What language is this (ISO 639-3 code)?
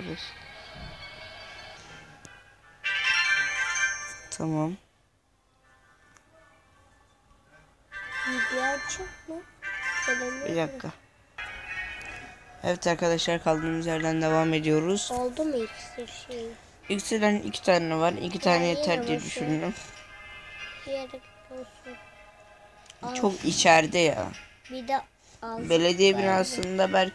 tur